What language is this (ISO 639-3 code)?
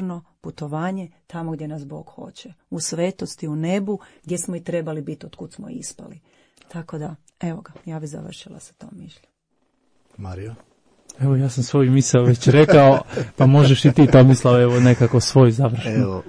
hrv